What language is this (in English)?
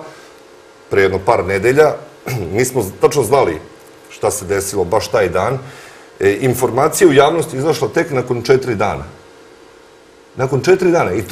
Serbian